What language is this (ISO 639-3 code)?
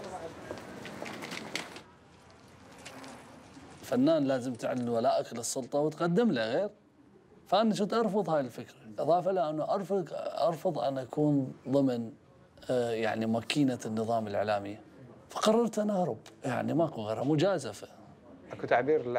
acm